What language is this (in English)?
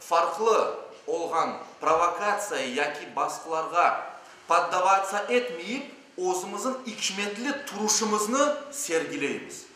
Crimean Tatar